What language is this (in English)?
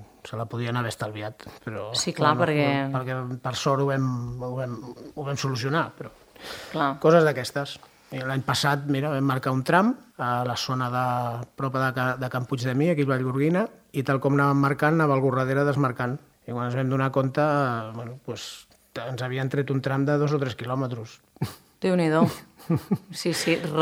Catalan